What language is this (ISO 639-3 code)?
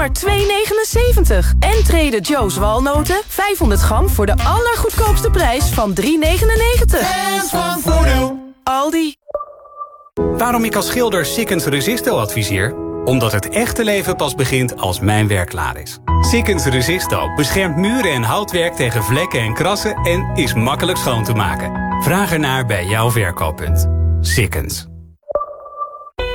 nld